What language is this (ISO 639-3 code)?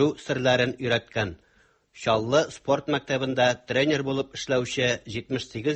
tat